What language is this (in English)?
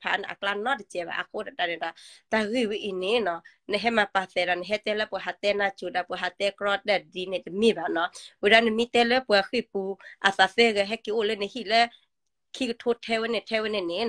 S'gaw Karen